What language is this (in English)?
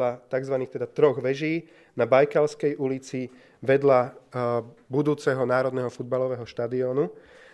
Slovak